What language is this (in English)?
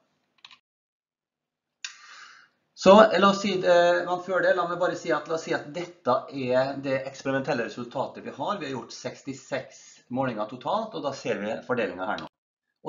Norwegian